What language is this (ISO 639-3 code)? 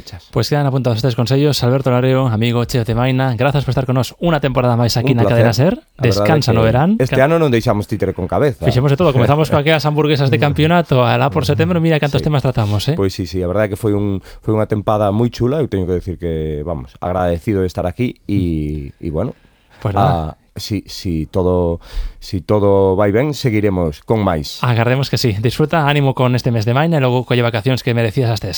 glg